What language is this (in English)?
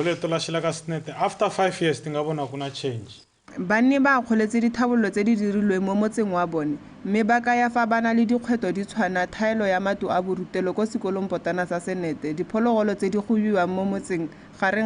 Tswana